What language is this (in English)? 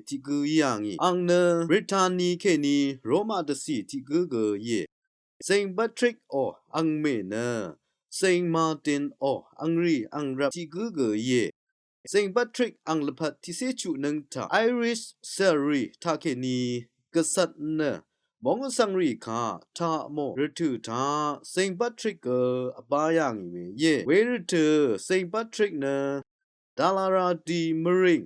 Rawang